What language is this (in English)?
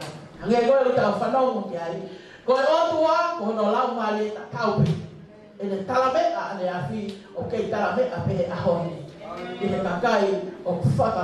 Tongan